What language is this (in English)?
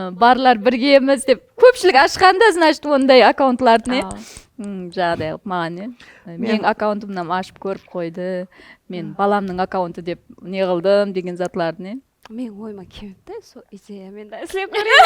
Kara-Kalpak